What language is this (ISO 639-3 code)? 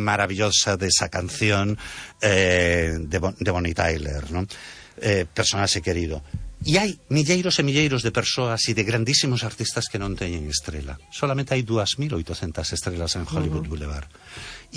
glg